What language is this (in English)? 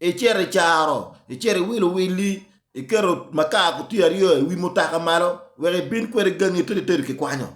Acoli